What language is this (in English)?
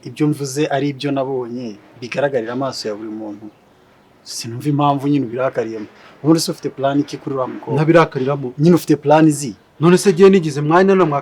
Kinyarwanda